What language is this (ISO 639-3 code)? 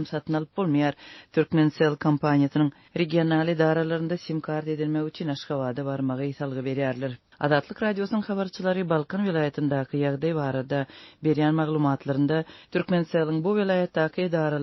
tuk